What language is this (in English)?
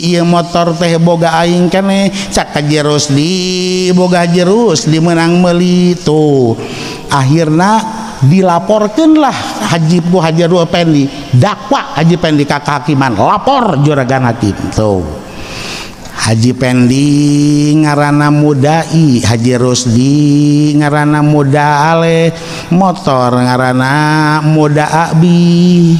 Sundanese